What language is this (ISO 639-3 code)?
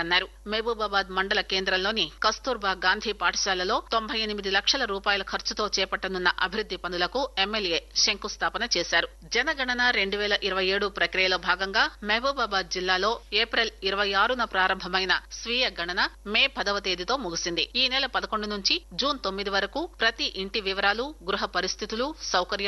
tel